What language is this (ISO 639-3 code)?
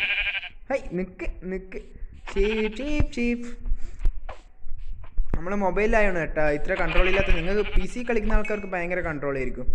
mal